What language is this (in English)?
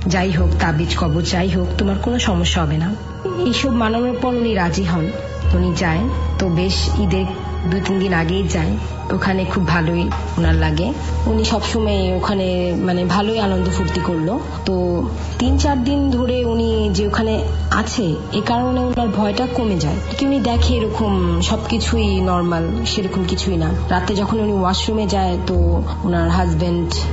Bangla